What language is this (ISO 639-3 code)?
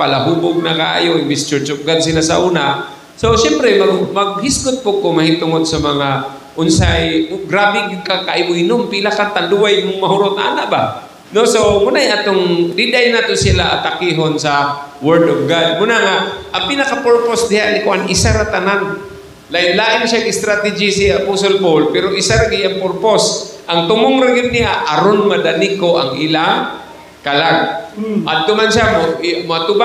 ceb